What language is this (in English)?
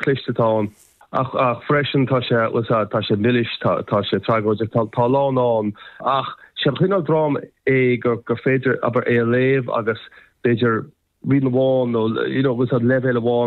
Irish